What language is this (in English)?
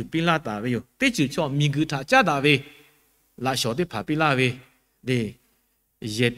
Lahu